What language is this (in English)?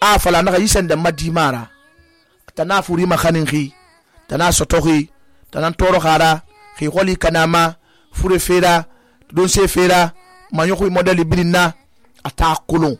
Susu